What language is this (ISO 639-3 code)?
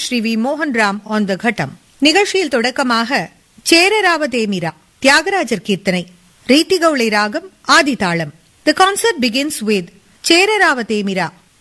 tam